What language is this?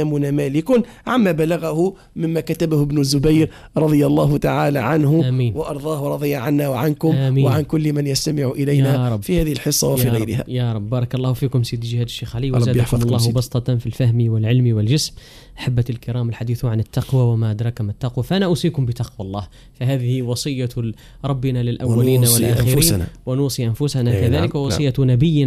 Arabic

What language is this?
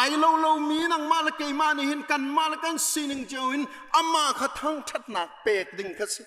Hakha Chin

